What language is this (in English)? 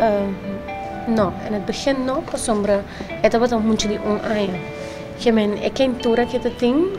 Papiamento